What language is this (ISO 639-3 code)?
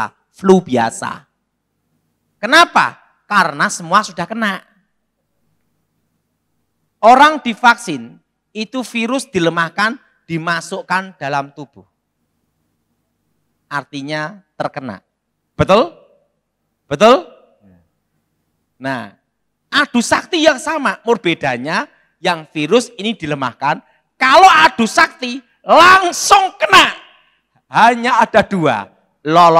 ind